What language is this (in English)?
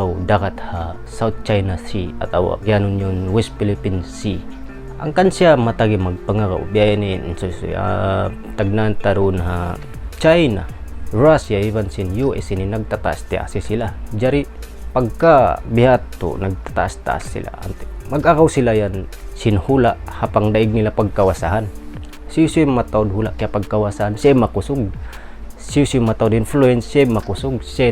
Tausug